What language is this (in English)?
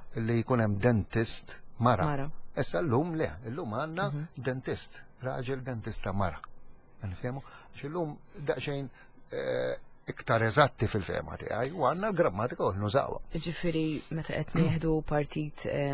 Maltese